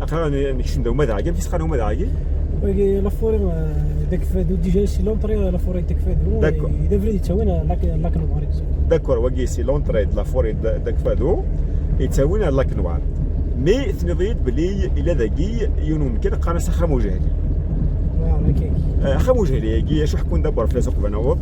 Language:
Kabyle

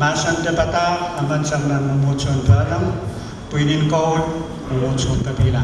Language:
Pohnpeian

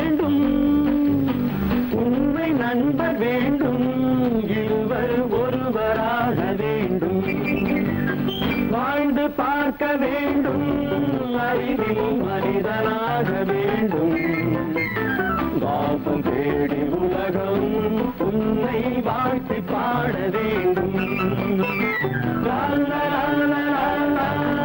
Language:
Tamil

